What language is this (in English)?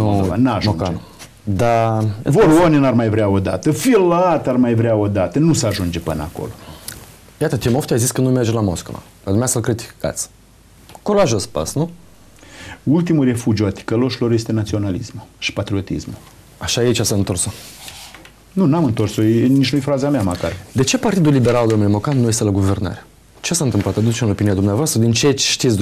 Romanian